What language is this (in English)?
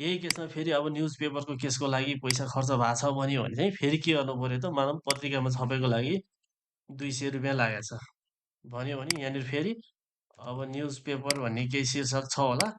Nepali